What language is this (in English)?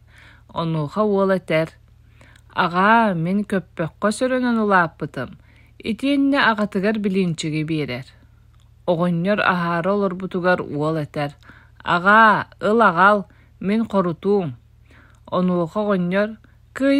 Yakut